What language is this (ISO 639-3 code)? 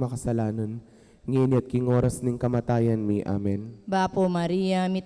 pam